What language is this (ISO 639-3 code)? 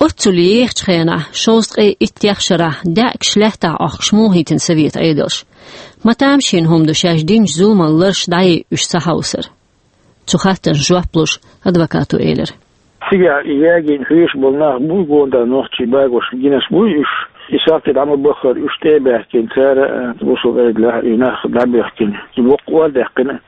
che